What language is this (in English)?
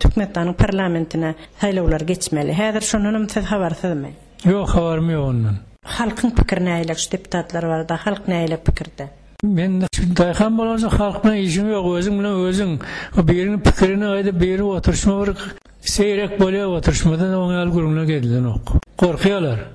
Turkmen